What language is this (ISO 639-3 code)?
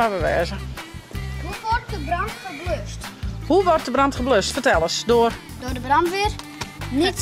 fry